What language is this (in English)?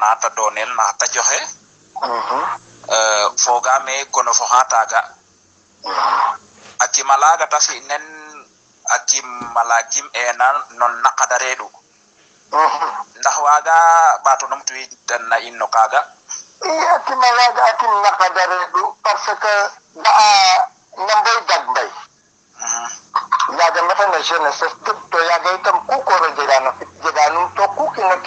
Serer